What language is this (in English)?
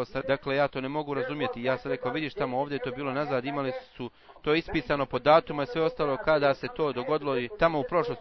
Bosnian